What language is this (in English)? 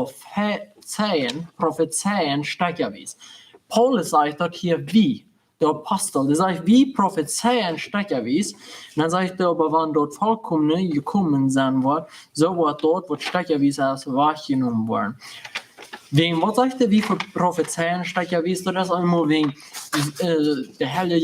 Plautdietsch